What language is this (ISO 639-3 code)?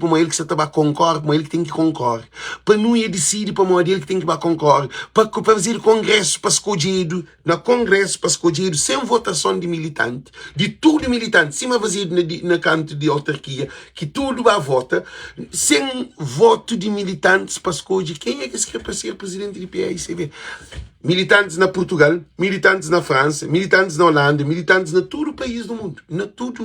kea